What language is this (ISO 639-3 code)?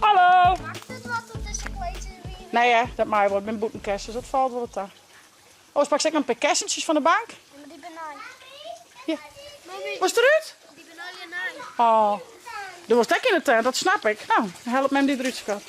fry